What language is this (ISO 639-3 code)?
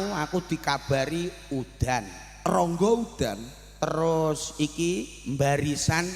jav